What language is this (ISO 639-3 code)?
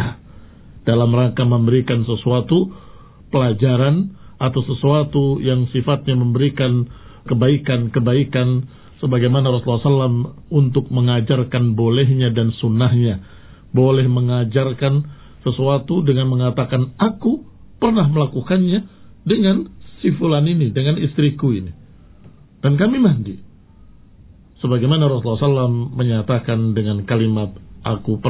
ind